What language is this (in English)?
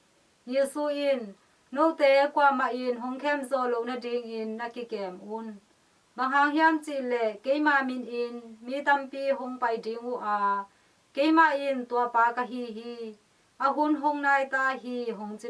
Tedim Chin